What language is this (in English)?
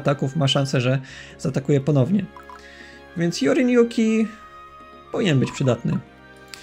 Polish